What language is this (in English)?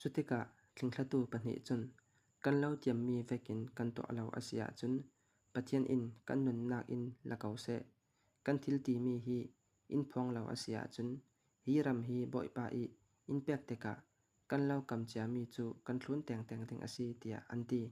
Falam Chin